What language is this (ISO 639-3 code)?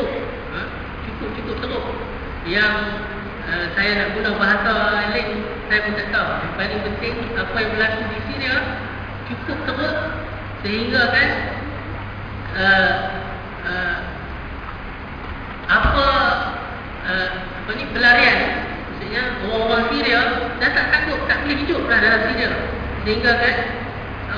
msa